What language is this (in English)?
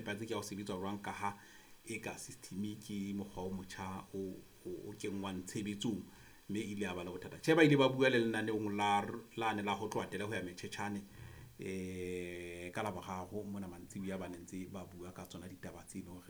Southern Sotho